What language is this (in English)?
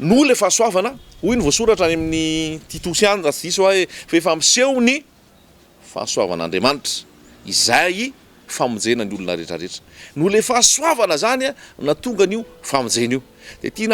Malagasy